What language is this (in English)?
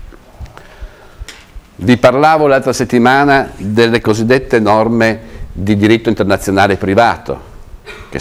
Italian